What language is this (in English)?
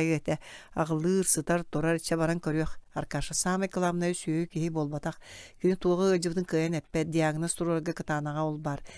Yakut